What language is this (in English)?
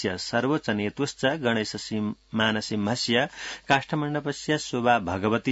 Sanskrit